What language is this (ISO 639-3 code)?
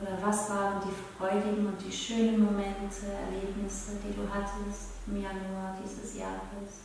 gsw